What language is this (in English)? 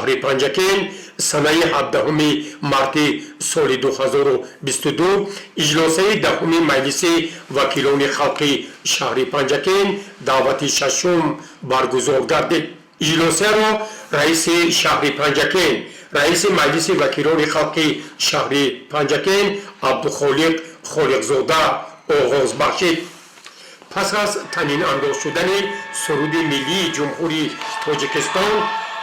Tajik